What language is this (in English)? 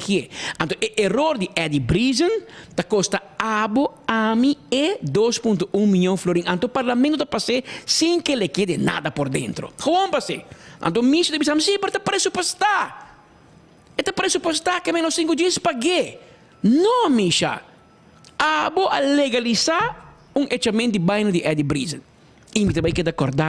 Papiamento